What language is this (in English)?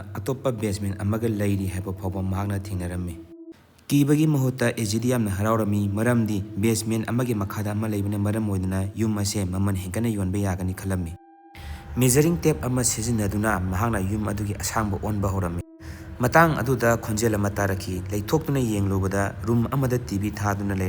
Manipuri